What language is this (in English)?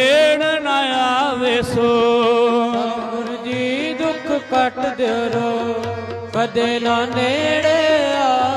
Punjabi